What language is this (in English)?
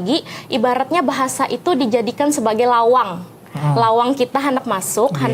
Banjar